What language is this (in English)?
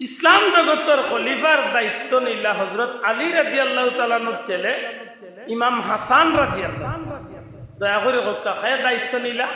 Sylheti